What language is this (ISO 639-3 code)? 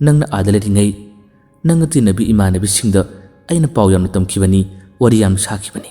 mni